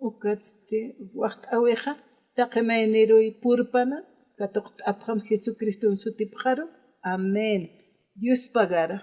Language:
Aymara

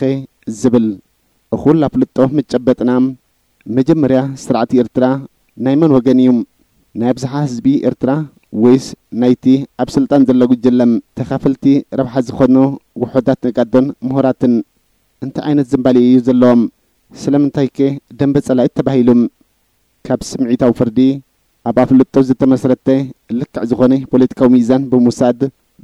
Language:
Tigrinya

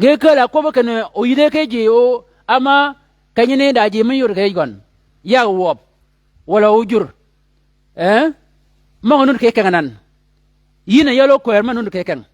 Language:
Shilluk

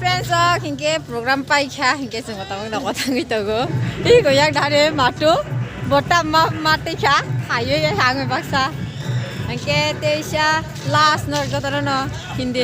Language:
Kok Borok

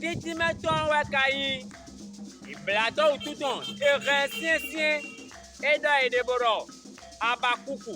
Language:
Fon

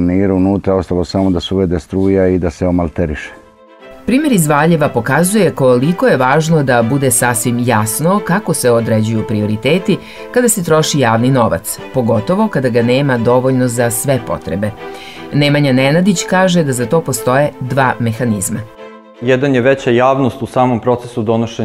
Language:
Serbian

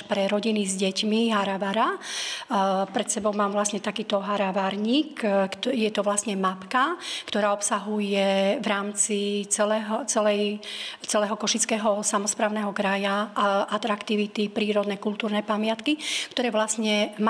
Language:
Slovak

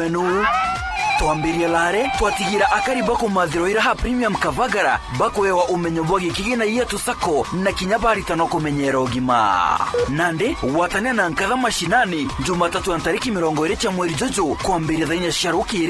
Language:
Meru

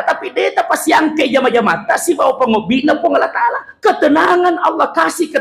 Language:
Buginese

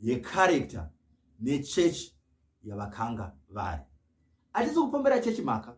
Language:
Shona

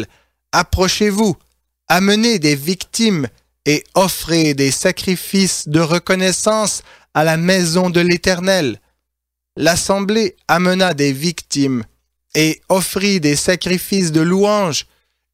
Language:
French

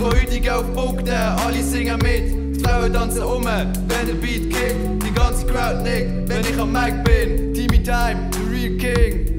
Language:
Swiss German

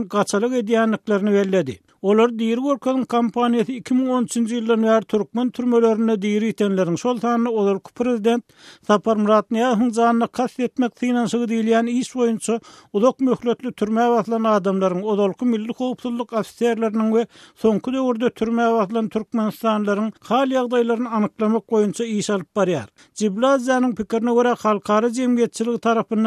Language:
Turkmen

